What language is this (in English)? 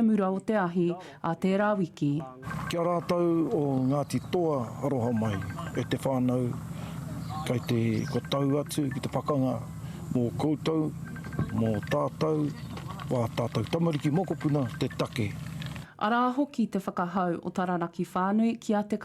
Māori